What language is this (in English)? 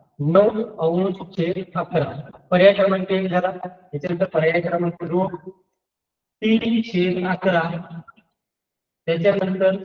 Marathi